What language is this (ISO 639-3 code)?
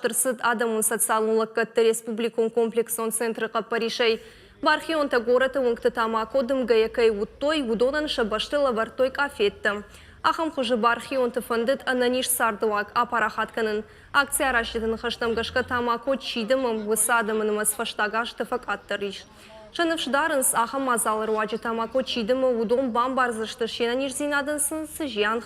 oss